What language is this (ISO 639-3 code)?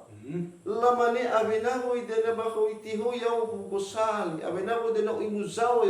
nia